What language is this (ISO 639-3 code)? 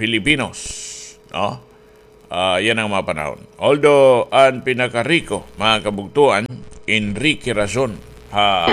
war